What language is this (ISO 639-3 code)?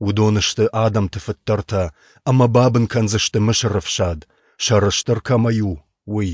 oss